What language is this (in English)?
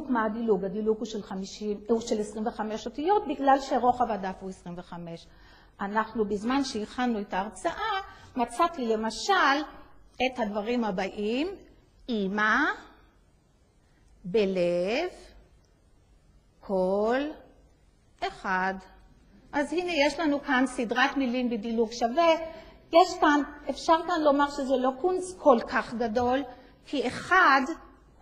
Hebrew